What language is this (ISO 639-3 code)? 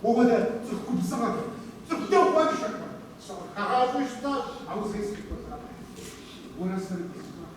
kbd